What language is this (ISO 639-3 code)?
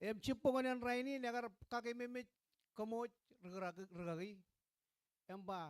mah